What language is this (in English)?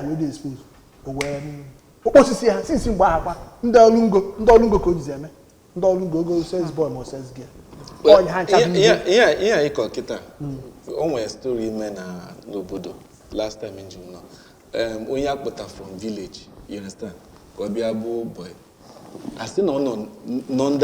Igbo